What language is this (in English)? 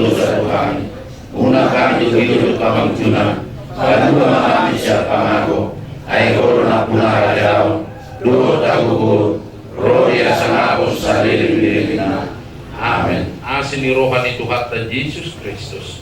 Batak Toba